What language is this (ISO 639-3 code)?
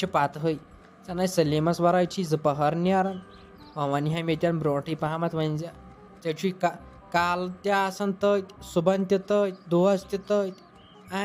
kas